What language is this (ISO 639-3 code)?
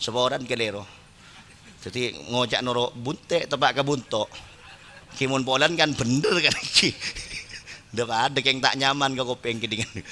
mad